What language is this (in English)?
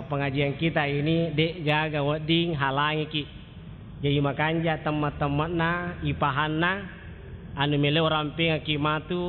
Buginese